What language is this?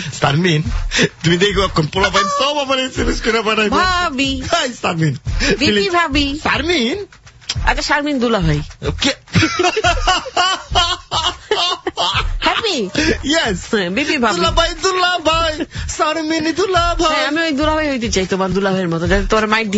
Bangla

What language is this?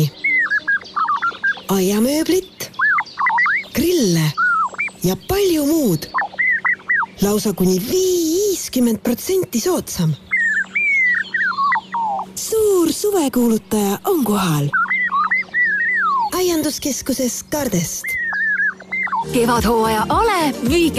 Estonian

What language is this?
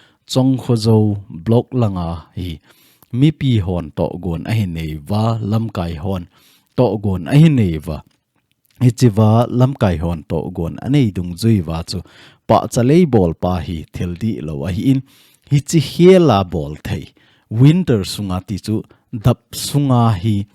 Thado Chin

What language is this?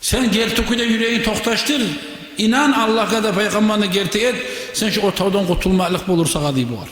Kumyk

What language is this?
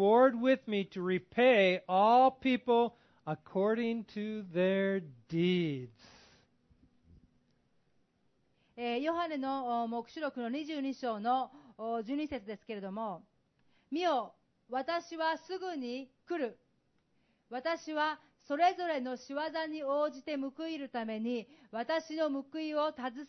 Japanese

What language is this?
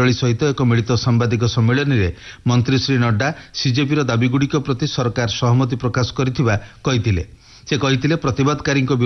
Odia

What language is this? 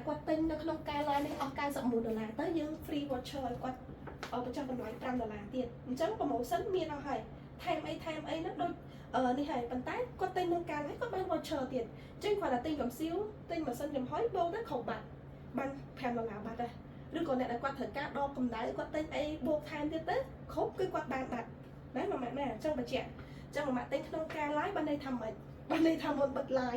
Khmer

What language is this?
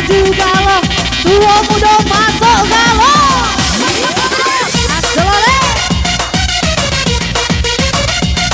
Indonesian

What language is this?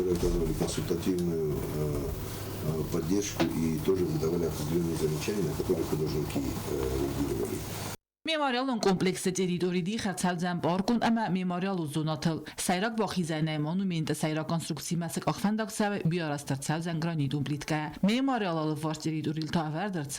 Ossetic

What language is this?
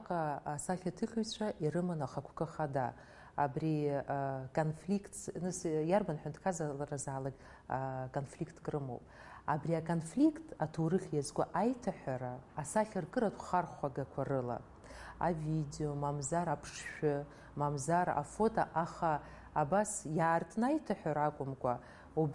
Abkhazian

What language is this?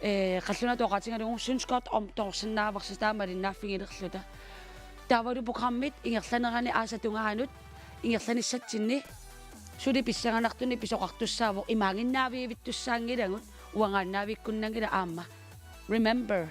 Kalaallisut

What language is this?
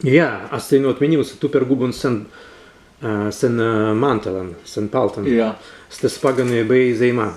Prussian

